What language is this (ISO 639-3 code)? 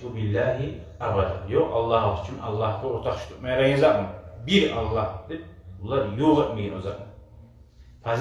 kum